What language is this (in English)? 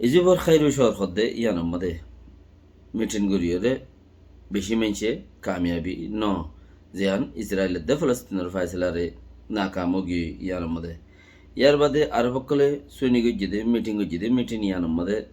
Rohingya